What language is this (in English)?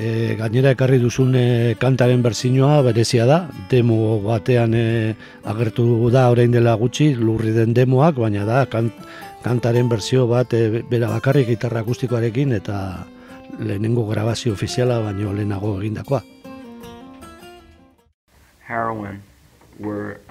Basque